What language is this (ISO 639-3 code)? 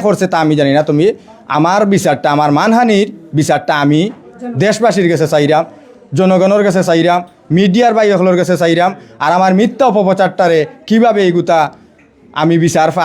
syl